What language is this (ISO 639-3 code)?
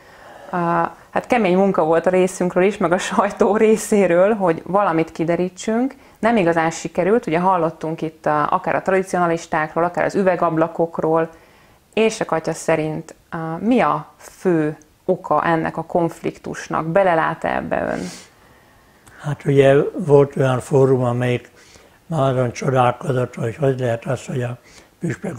hun